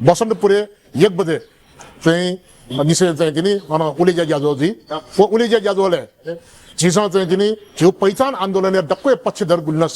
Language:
Newari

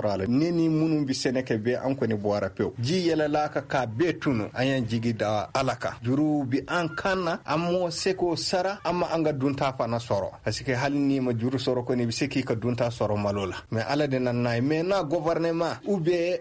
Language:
Bambara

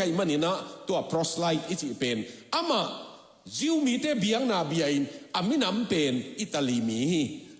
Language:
Tedim Chin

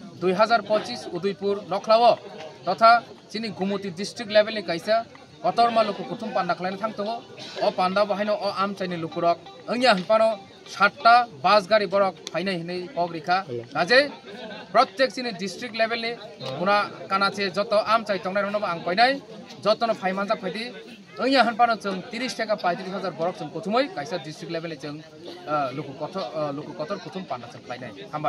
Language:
Kok Borok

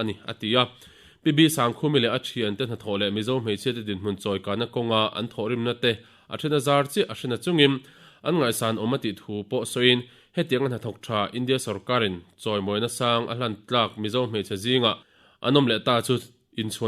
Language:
Mizo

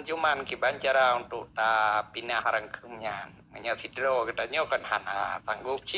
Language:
Achinese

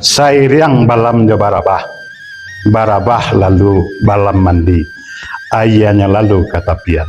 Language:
Minangkabau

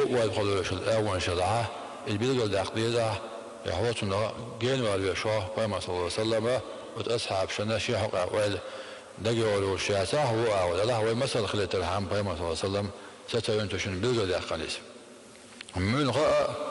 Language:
Chechen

